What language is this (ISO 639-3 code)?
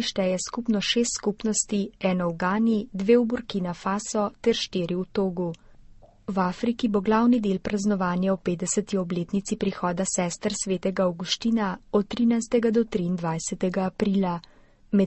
slv